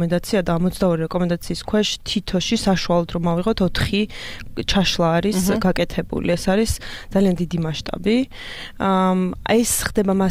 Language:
Georgian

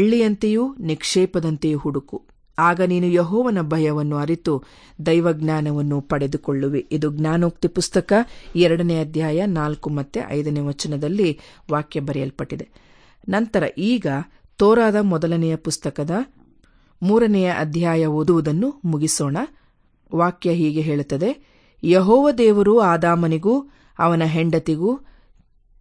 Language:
Kannada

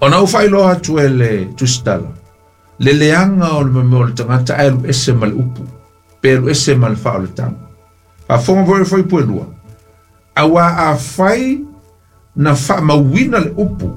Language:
Samoan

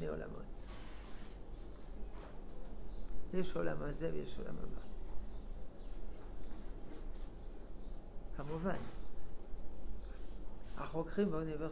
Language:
Hebrew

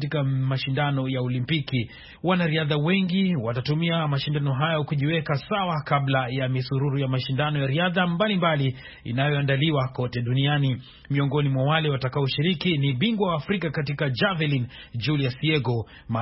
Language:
Swahili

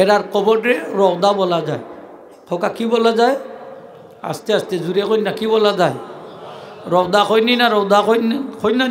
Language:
Sylheti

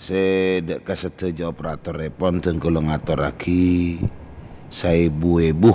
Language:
Madurese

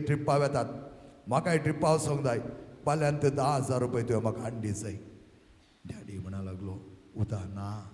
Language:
Konkani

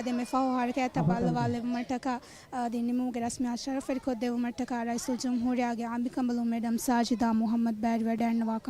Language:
Divehi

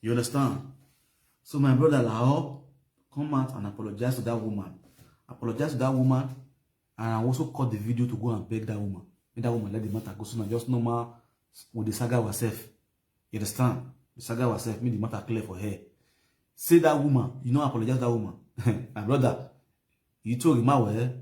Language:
Nigerian Pidgin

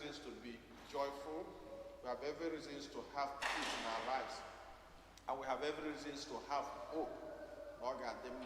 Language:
Igbo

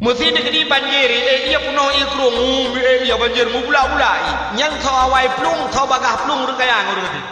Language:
Achinese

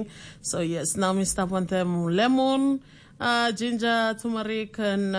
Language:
Tok Pisin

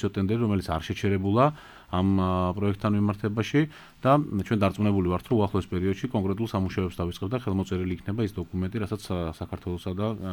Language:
Georgian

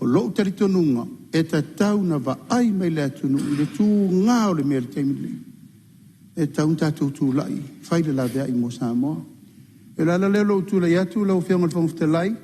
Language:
Samoan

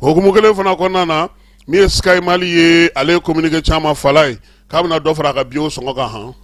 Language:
Bambara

